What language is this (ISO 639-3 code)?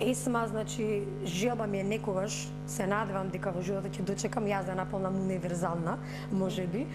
mkd